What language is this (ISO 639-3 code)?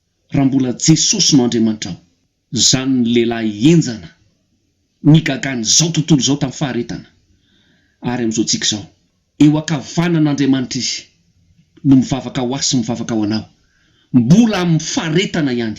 mlg